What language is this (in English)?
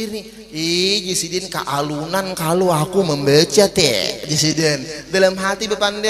Banjar